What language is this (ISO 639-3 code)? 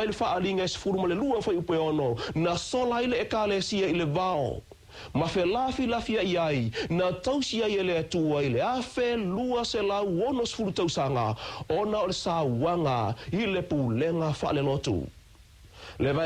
smo